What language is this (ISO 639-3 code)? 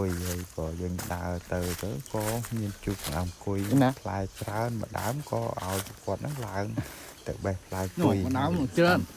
khm